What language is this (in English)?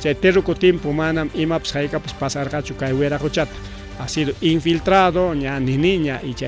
Ayacucho Quechua